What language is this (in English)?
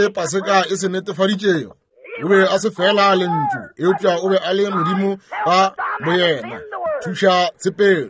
Northern Sotho